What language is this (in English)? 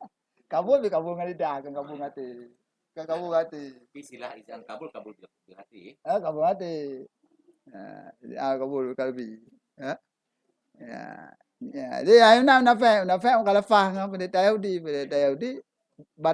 Achinese